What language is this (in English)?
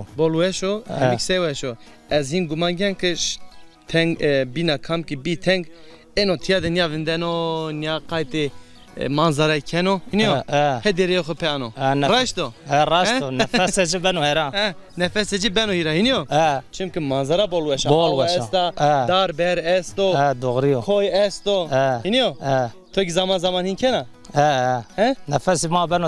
Zaza